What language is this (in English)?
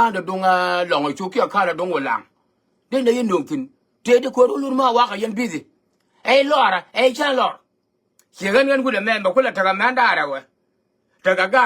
Nuer